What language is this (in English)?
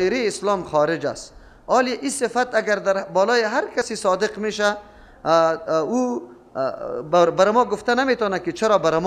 Persian